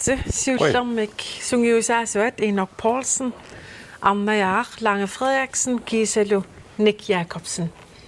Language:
Kalaallisut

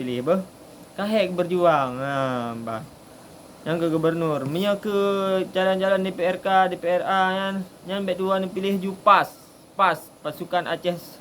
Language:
Achinese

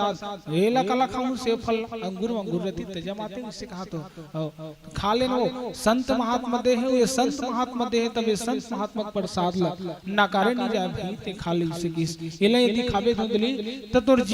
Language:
Chhattisgarhi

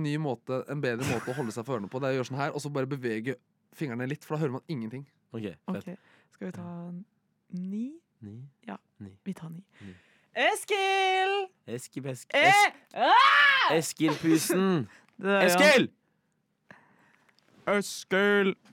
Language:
Norwegian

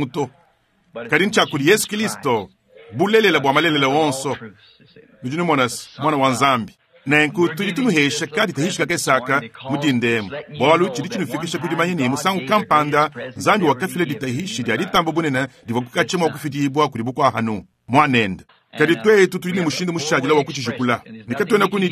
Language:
Luba-Lulua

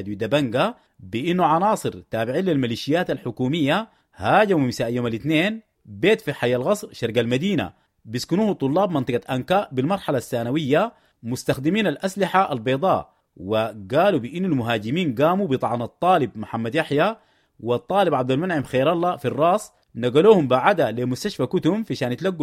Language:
Sudanese Arabic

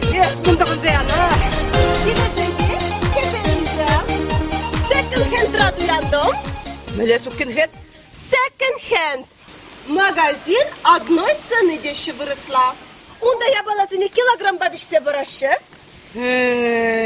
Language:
Chuvash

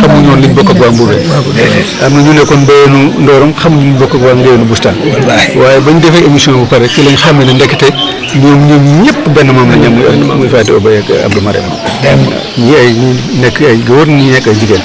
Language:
Wolof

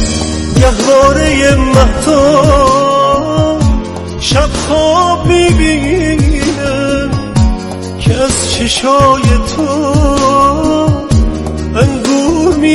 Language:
Persian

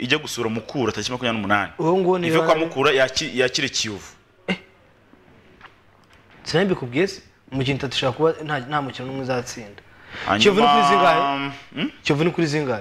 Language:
Kinyarwanda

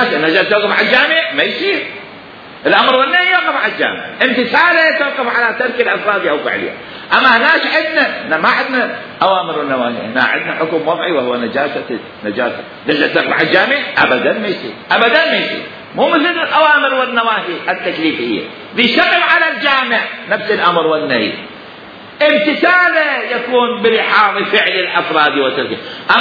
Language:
Mesopotamian Arabic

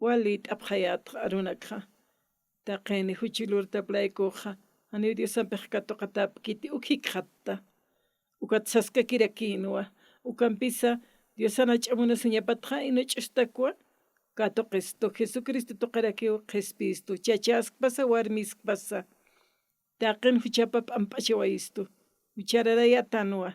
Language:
Aymara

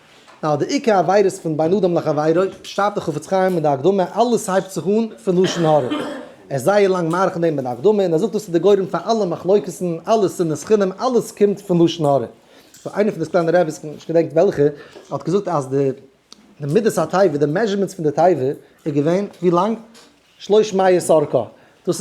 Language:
Yiddish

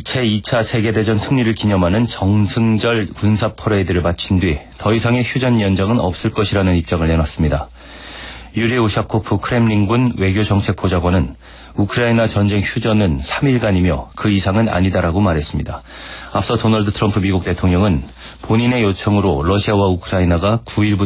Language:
Korean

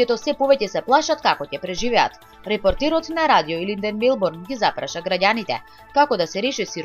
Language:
Macedonian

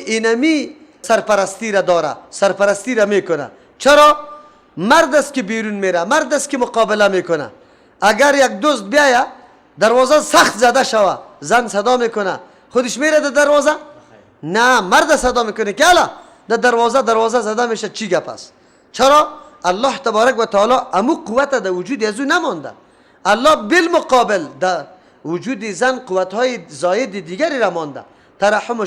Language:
Persian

